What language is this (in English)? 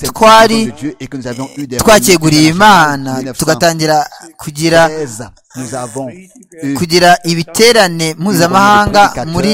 Kinyarwanda